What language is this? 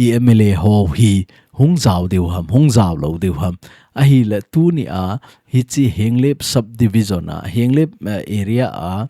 Thado Chin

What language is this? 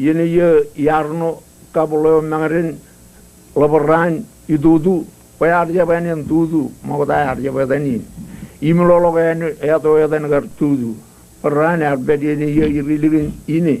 Marshallese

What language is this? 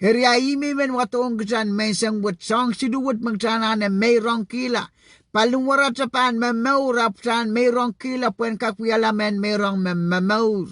Pohnpeian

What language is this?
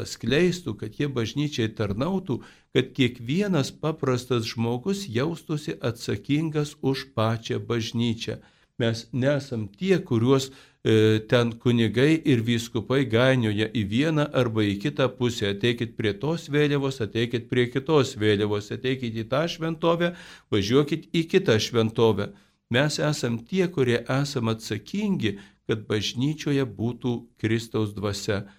Lithuanian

